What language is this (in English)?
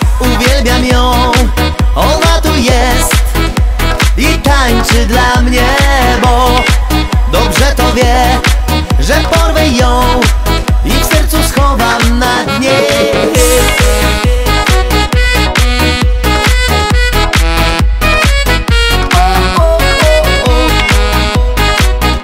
Polish